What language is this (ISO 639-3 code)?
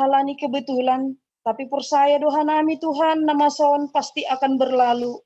bts